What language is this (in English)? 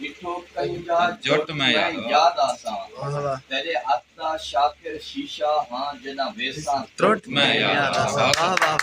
Saraiki